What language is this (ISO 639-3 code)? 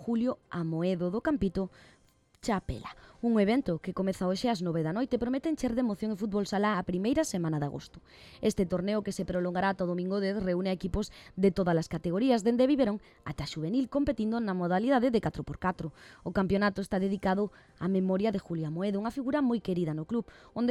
glg